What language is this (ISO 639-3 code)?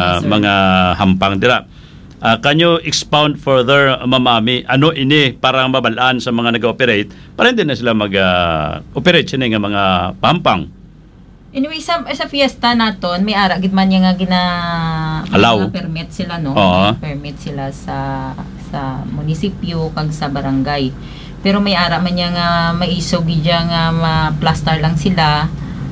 hil